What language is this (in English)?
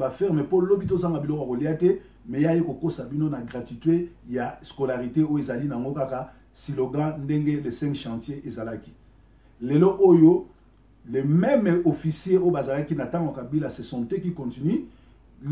Lingala